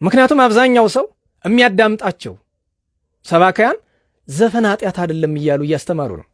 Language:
Amharic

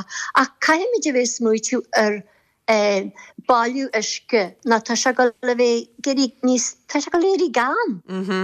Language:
Irish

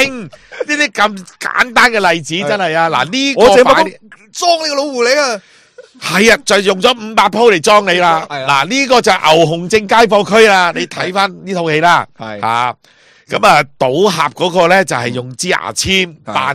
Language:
Cantonese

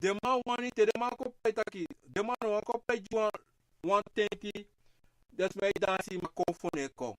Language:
Sranan Tongo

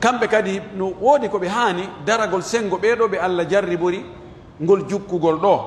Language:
Pular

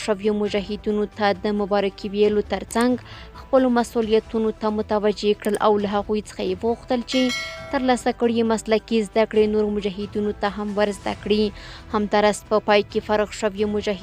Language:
Pashto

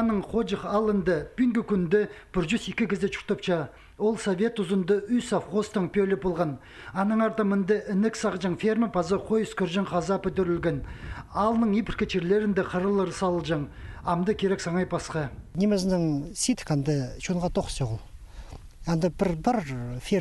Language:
Khakas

